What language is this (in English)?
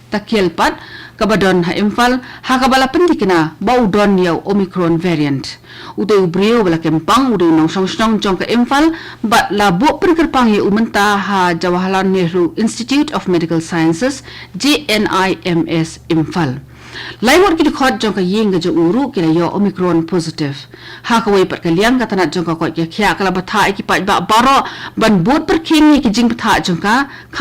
Khasi